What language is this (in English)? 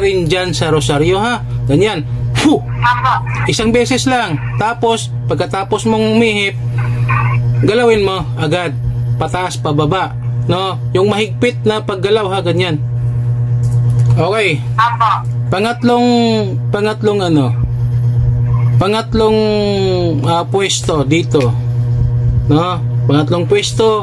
Filipino